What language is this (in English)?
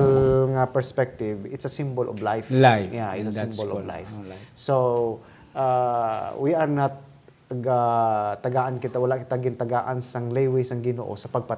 Hiligaynon